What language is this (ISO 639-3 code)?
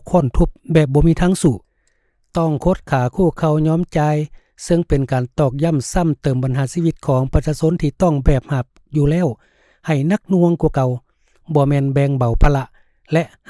lao